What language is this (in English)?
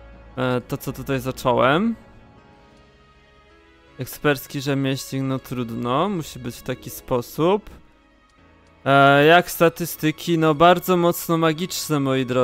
Polish